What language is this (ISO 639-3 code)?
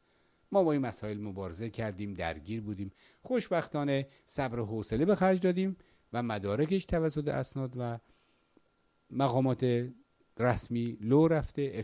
fas